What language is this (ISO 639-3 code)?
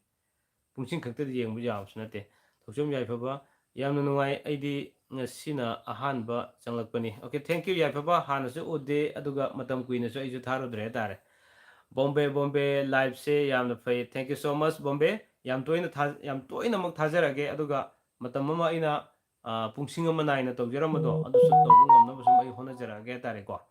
mni